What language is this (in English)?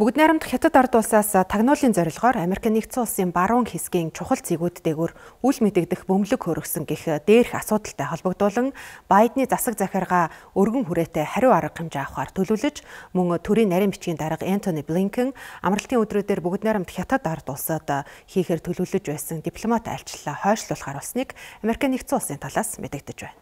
Mongolian